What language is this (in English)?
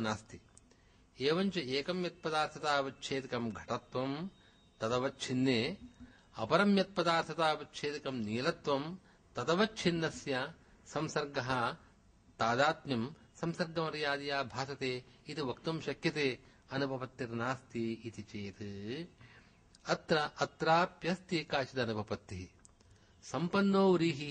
Sanskrit